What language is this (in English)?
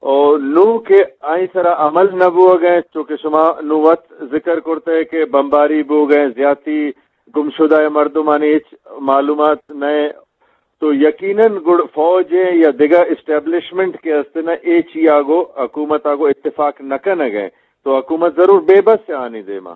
Eastern Balochi